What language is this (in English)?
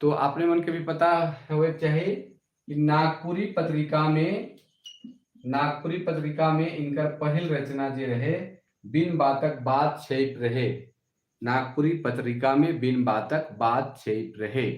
Sadri